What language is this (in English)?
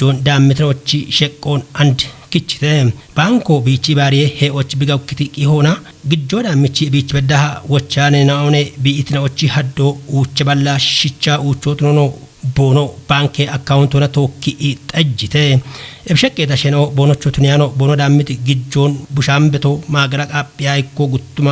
Kafa